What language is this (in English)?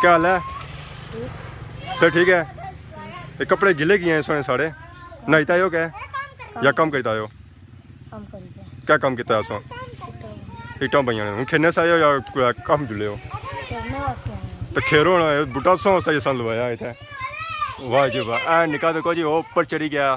Pahari-Potwari